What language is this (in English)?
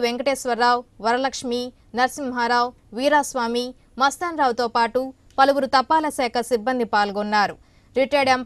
Telugu